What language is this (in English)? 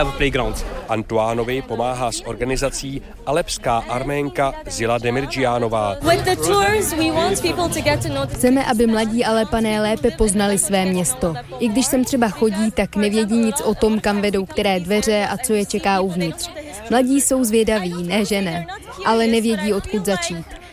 Czech